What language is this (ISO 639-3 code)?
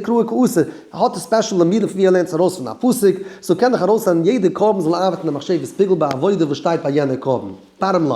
yid